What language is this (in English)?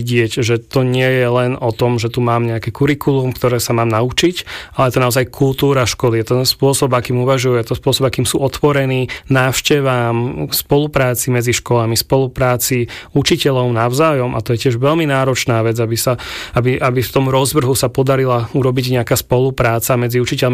Slovak